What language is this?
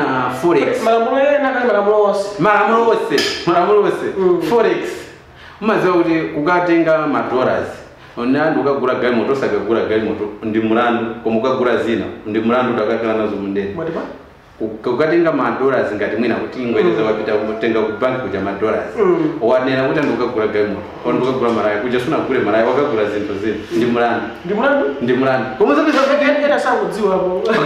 Nyanja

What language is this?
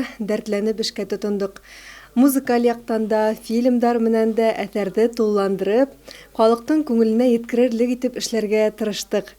Bashkir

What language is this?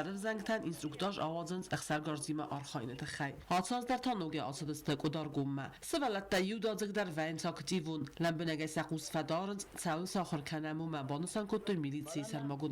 Ossetic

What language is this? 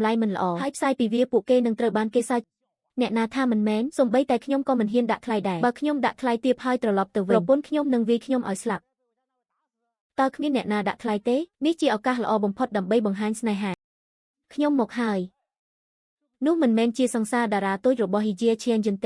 Khmer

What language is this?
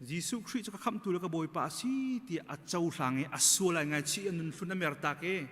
Hakha Chin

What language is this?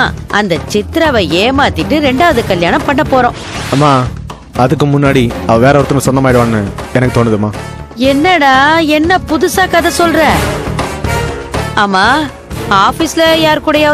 Tamil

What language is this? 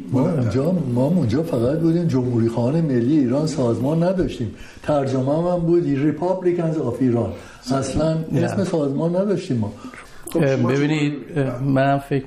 Persian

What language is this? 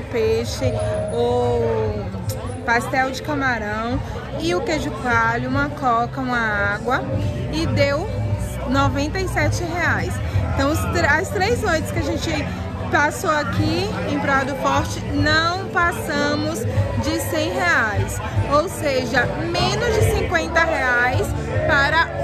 Portuguese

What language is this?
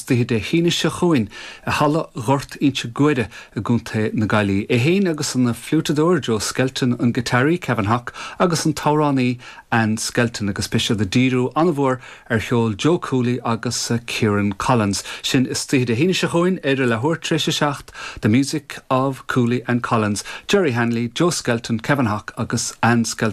Irish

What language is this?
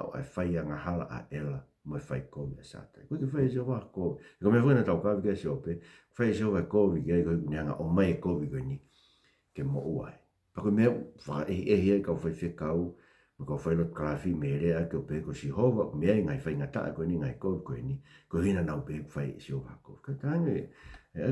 Tongan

